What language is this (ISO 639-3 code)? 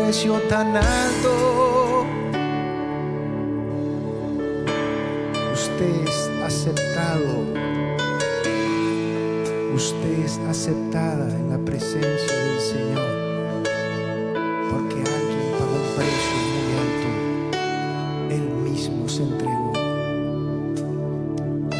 spa